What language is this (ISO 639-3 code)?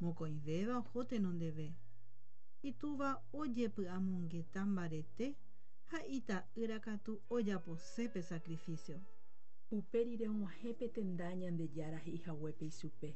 grn